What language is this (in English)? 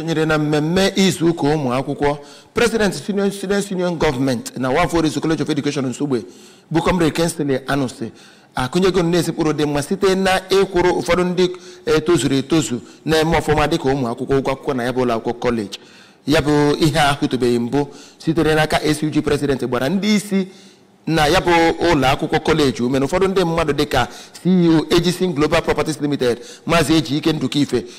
Igbo